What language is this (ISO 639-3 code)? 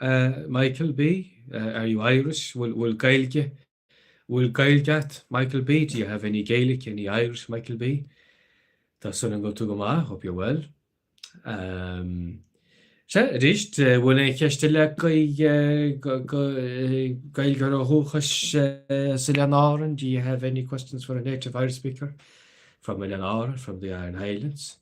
gle